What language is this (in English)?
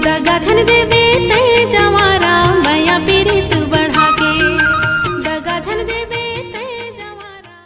Chhattisgarhi